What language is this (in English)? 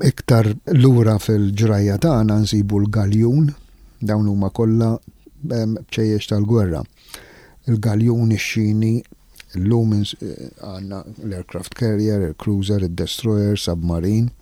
Maltese